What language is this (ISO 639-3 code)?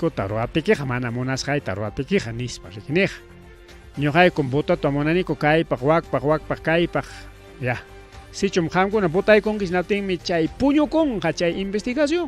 quy